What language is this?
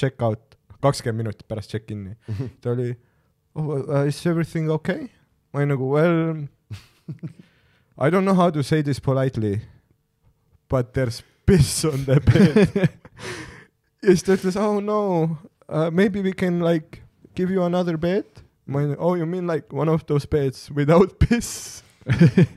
Estonian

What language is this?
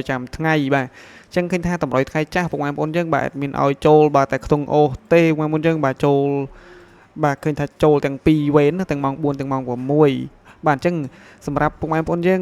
Khmer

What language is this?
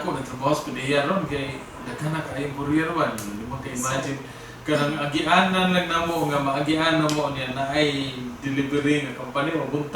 Cebuano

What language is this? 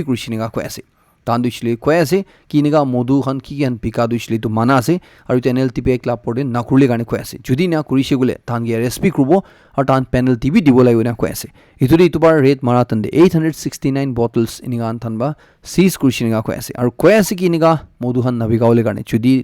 Naga Pidgin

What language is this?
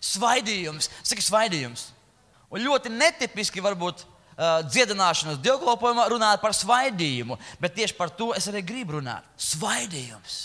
Latvian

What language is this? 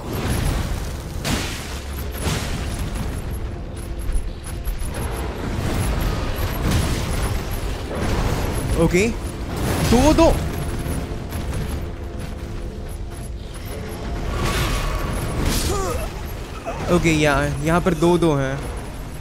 Hindi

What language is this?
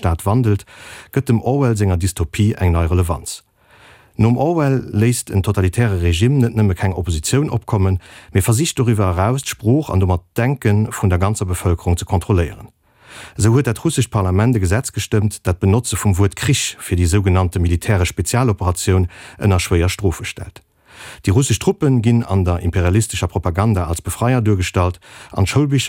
Luxembourgish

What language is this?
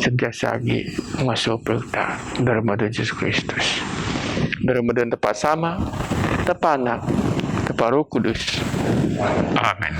Biatah Bidayuh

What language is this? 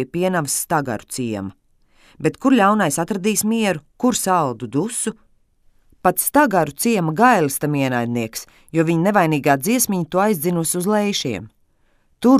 Latvian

